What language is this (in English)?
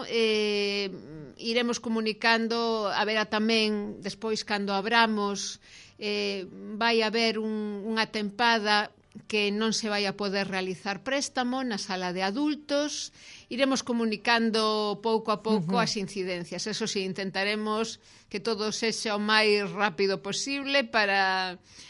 Galician